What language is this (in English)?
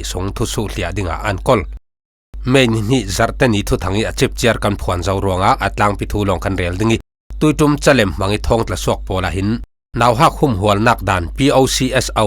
Falam Chin